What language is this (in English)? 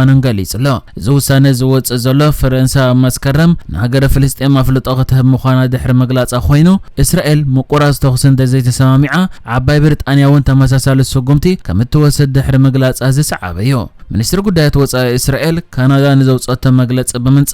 Tigrinya